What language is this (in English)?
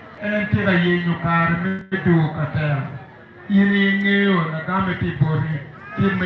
Acoli